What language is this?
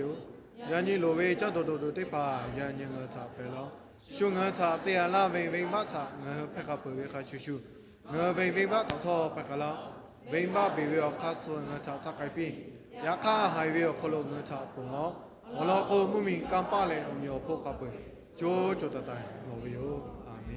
Lahu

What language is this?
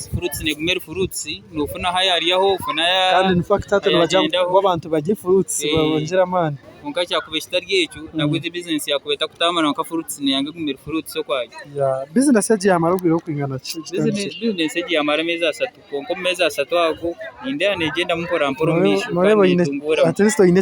Nyankole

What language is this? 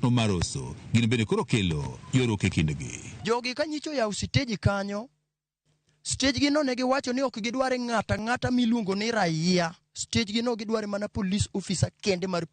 Luo (Kenya and Tanzania)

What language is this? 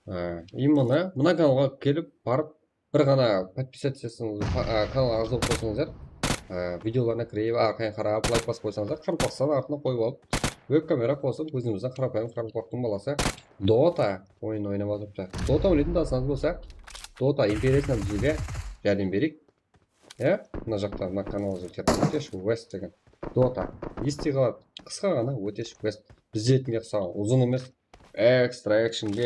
Kara-Kalpak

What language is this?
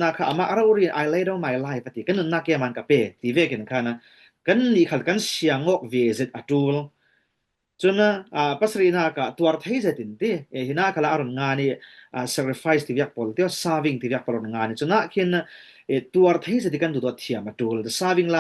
Falam Chin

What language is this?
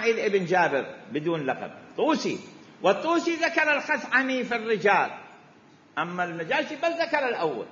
Mesopotamian Arabic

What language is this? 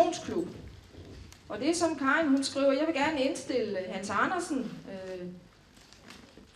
Danish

